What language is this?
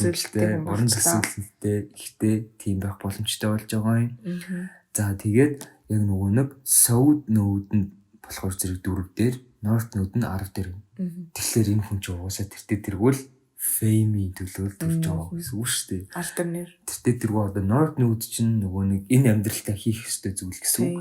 Mongolian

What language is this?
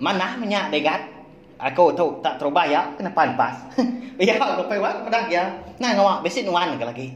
Iban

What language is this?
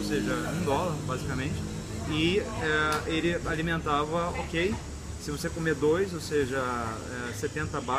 Portuguese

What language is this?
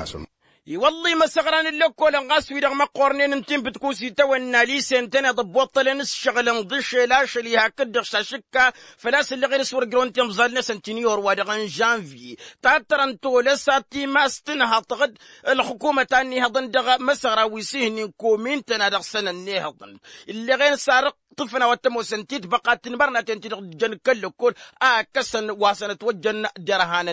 Tamasheq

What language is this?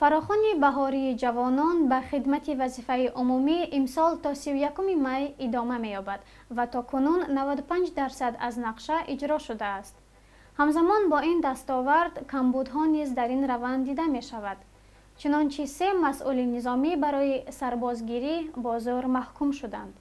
Tajik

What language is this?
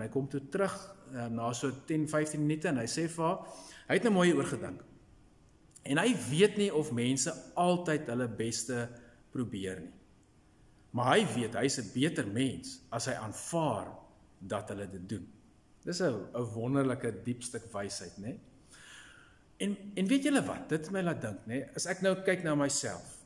Afrikaans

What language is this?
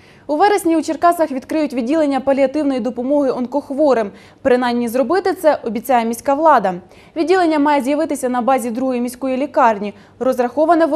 Ukrainian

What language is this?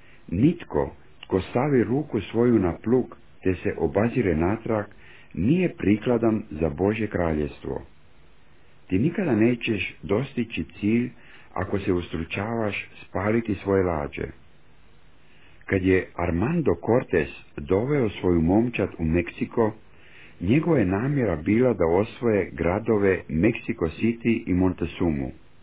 Croatian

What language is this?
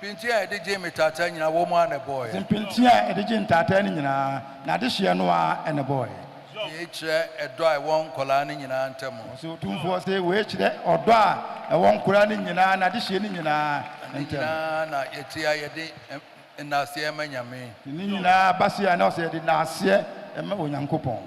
Akan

